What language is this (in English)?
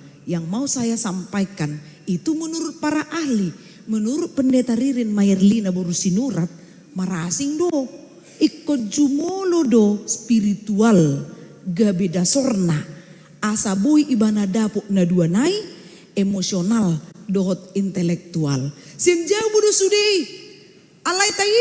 Batak Toba